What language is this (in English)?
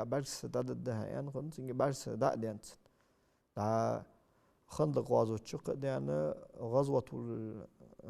Ingush